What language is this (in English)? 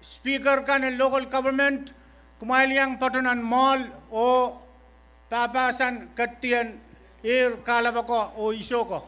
Pohnpeian